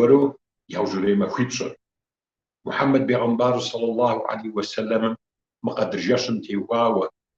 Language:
Kabardian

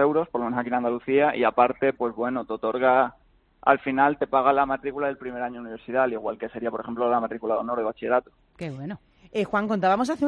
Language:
Spanish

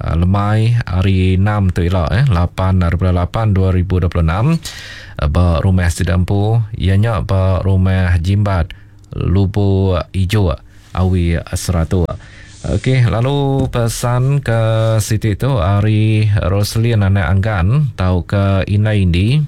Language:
Iban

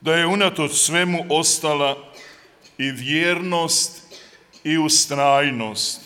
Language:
Croatian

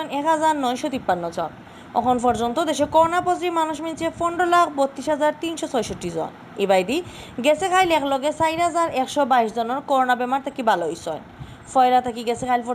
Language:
Sylheti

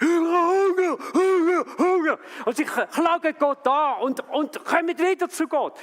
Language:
Swiss German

